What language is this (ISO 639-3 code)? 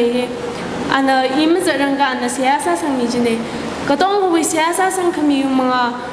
nmf